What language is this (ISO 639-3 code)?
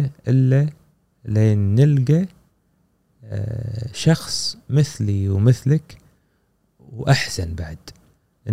afb